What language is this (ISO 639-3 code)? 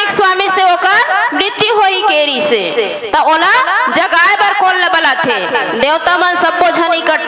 hne